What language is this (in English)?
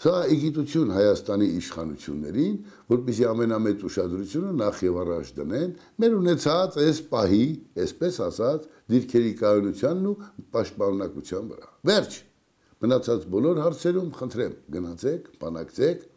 Armenian